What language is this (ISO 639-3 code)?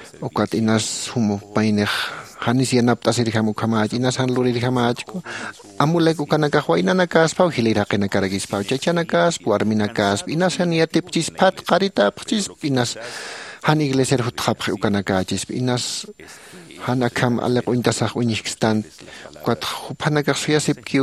aym